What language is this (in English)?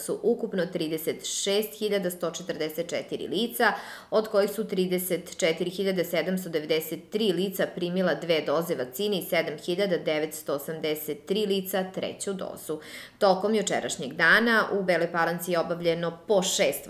Serbian